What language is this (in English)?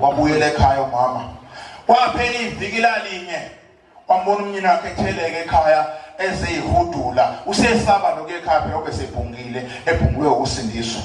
Zulu